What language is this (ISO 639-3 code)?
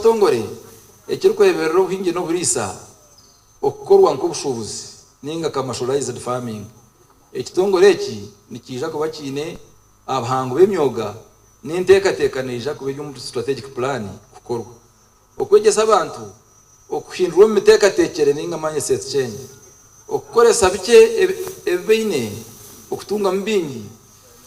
nyn